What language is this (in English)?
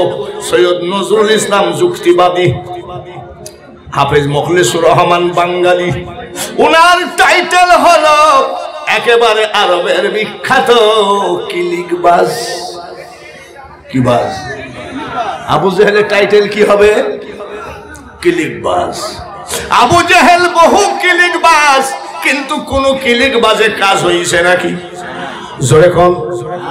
Bangla